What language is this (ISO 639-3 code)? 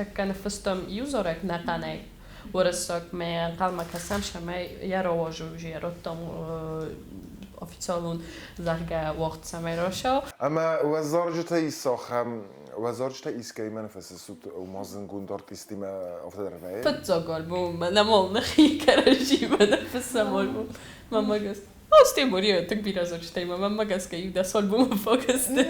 oss